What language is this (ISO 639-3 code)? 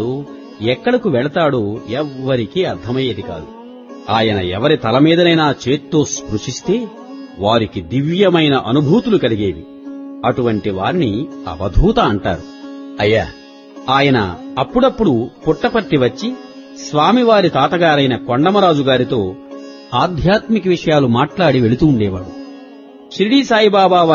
tel